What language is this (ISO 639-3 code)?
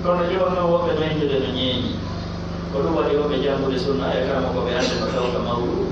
fuf